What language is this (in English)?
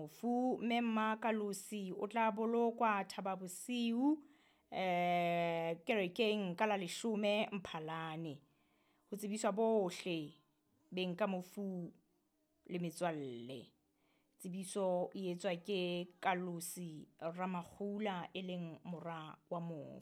Southern Sotho